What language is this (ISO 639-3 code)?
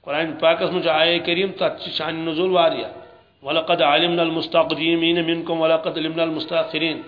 kas